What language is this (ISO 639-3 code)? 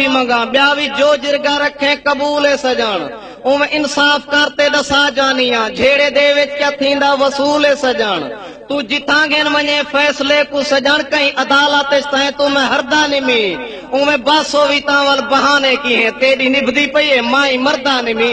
skr